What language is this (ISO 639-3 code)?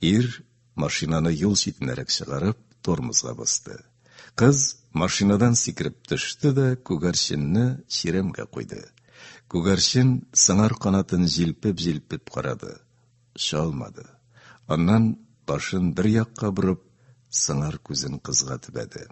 tat